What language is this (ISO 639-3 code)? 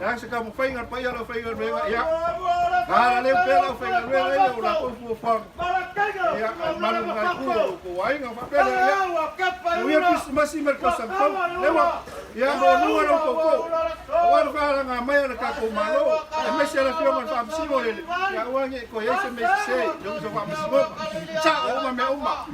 smo